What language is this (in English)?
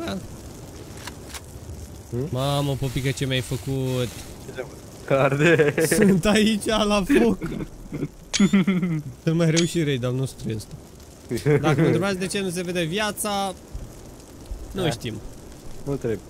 Romanian